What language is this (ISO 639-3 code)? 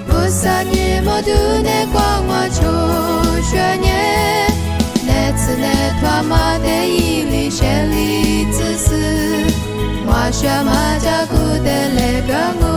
lis